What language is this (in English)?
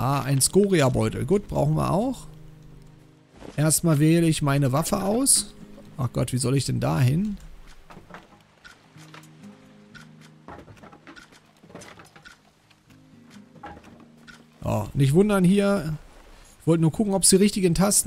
German